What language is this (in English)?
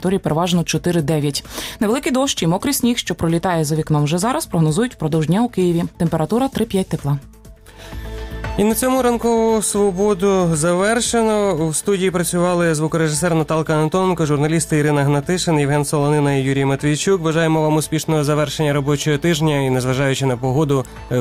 Ukrainian